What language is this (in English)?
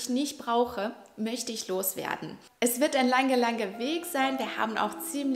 German